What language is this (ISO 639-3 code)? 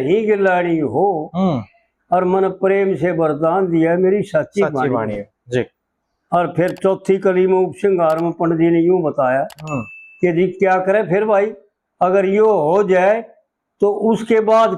bgc